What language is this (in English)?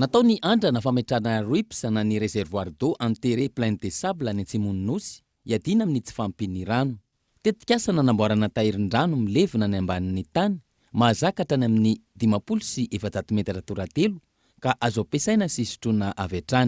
Malagasy